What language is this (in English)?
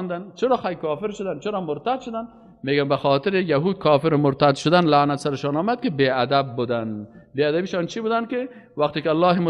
Persian